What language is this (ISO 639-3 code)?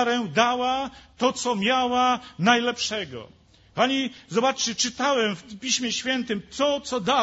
pol